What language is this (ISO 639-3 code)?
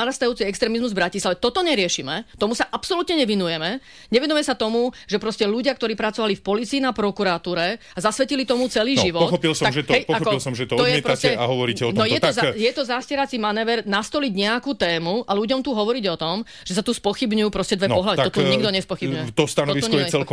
slk